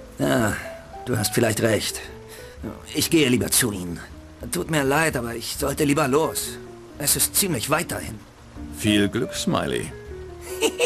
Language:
Bavarian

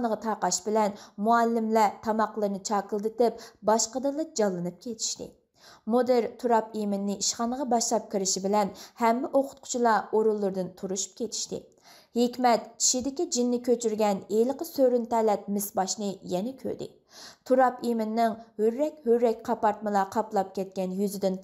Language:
Uyghur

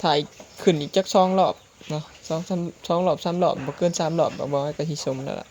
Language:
Northeastern Thai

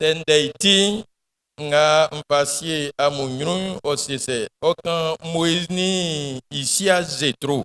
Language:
Baoulé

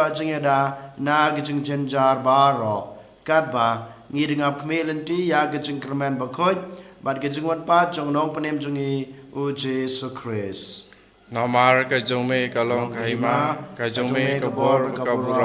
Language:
Khasi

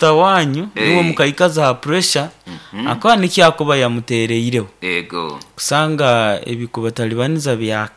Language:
Nyoro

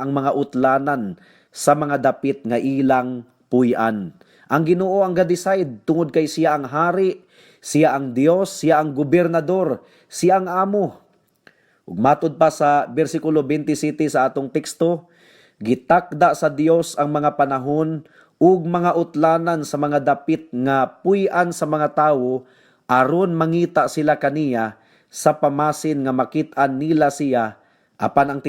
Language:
Cebuano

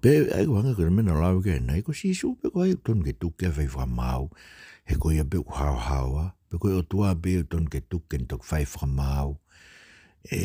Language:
Tongan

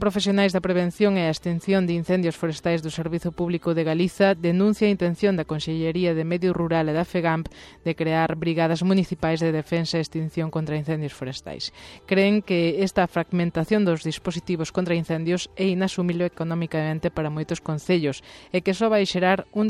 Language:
Galician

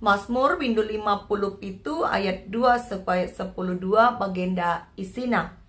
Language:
Batak Karo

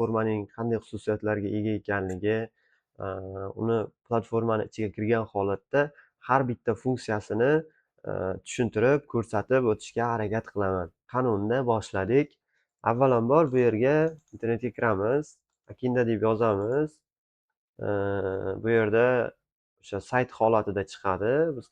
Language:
Uzbek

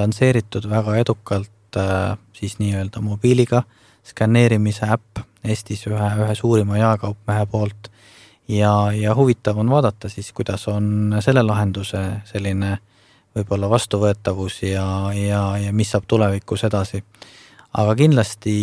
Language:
Estonian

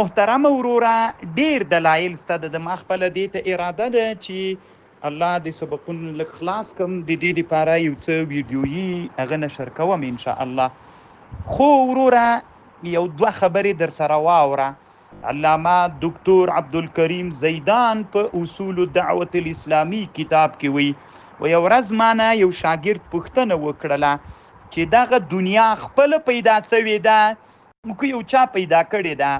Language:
Pashto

